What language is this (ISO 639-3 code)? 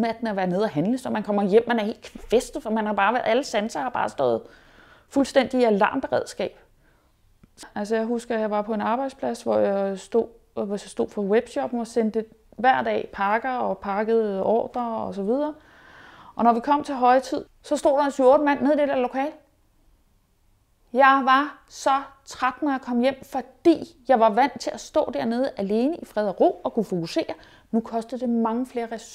dan